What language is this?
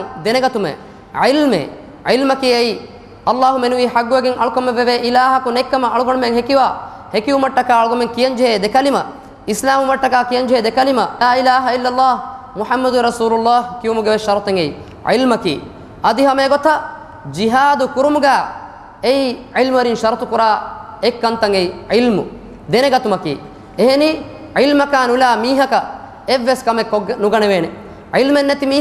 Divehi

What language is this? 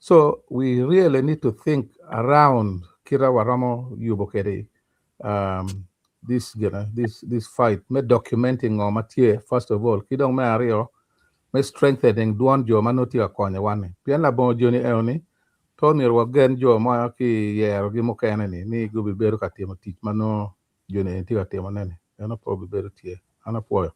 Acoli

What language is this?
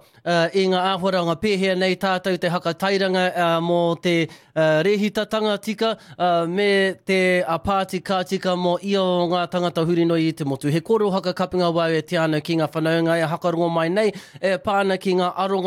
Māori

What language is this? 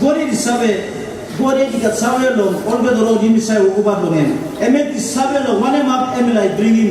Tok Pisin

